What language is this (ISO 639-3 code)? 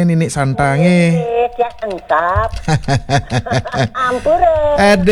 ban